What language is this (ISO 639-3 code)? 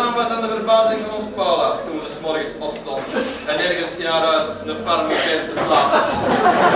nld